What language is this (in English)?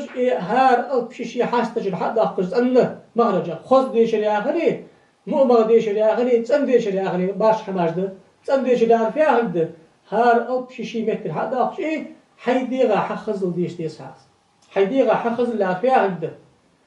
Ingush